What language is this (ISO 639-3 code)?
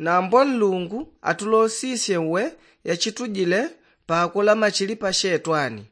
yao